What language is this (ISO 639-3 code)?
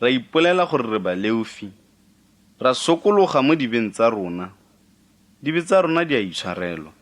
tsn